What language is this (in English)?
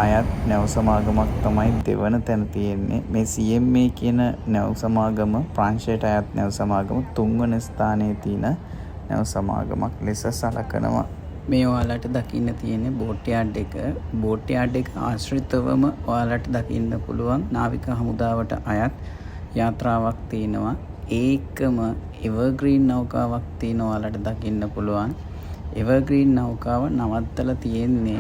Sinhala